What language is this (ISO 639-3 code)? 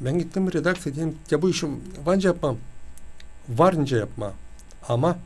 gag